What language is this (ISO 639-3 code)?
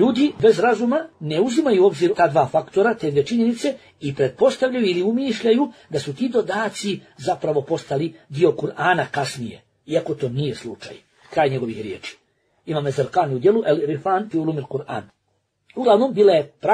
bos